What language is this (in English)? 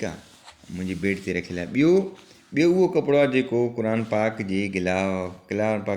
Sindhi